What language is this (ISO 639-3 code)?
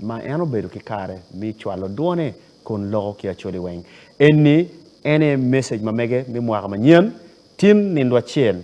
ach